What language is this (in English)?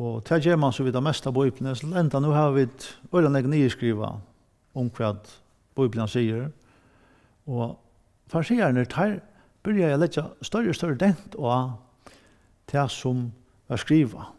Faroese